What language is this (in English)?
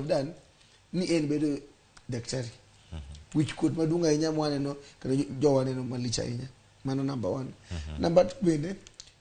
Luo (Kenya and Tanzania)